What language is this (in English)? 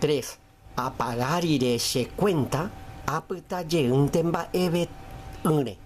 Guarani